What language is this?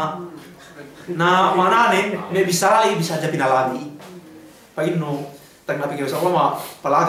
Yakan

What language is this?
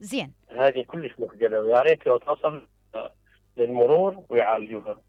Mesopotamian Arabic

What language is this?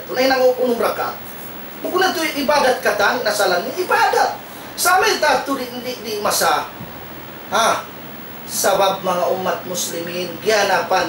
Tausug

